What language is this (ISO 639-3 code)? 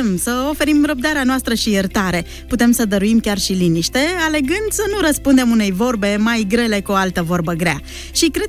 ron